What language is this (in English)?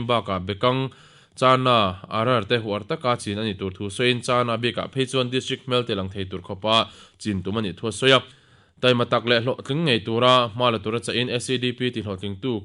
Mizo